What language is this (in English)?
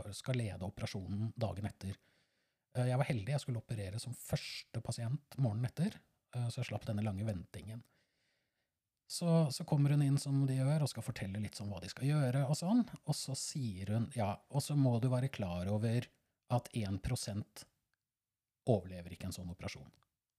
Norwegian